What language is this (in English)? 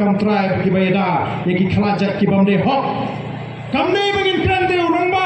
Khasi